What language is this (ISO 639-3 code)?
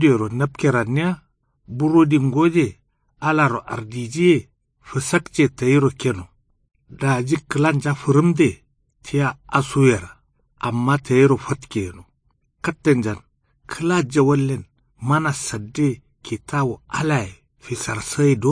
kau